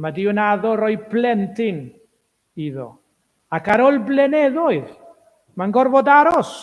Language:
Welsh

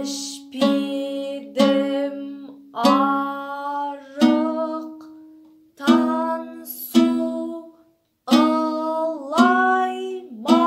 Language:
Kazakh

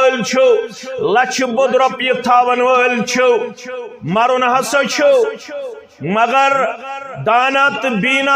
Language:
Kashmiri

